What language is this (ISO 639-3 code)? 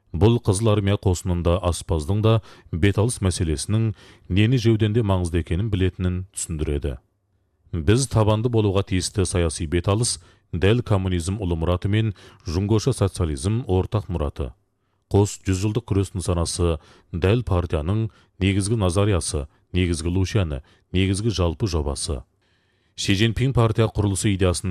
kaz